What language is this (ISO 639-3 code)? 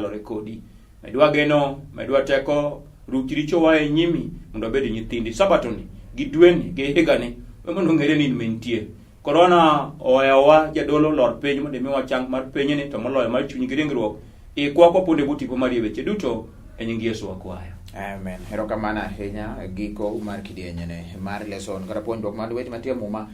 luo